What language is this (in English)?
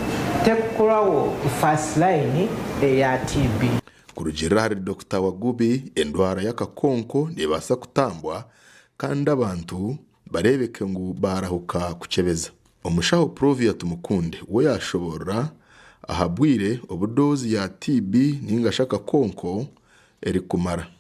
Nyankole